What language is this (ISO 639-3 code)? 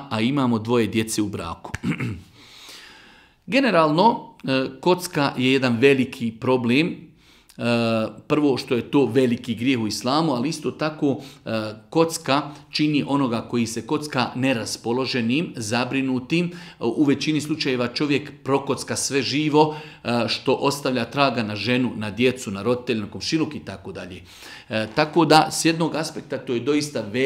bos